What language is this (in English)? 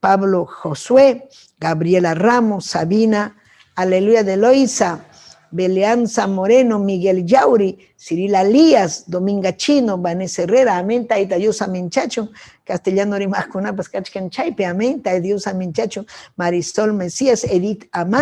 Ayacucho Quechua